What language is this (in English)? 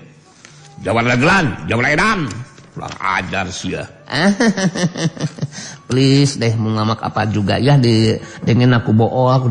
Sundanese